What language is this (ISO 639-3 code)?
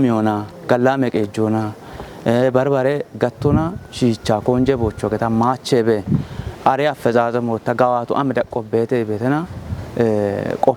kbr